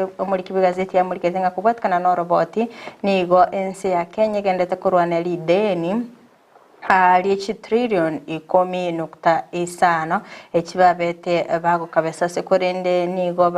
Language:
Gusii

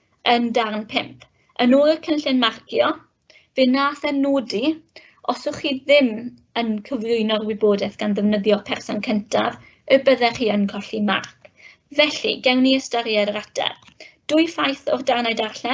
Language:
Welsh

